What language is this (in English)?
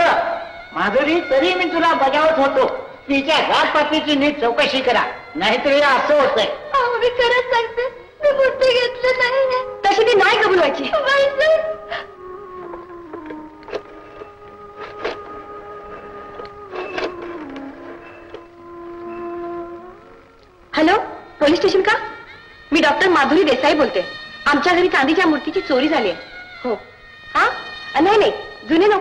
Marathi